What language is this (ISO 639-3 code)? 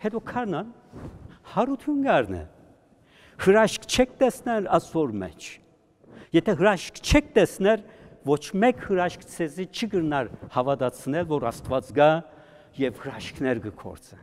hyw